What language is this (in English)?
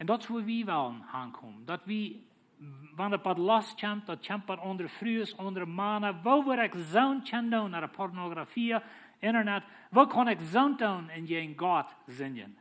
Plautdietsch